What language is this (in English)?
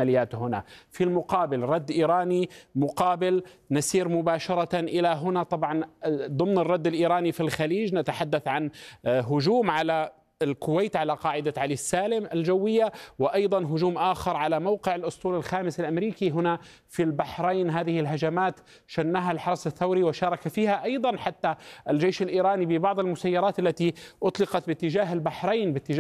Arabic